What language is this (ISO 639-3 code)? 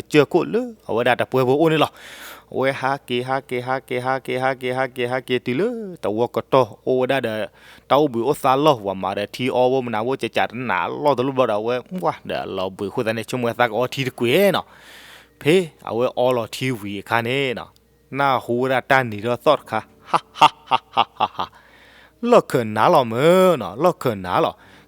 ksw